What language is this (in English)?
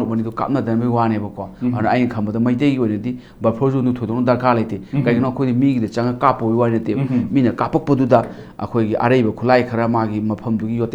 Manipuri